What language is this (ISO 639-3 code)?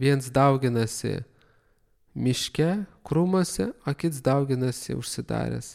lit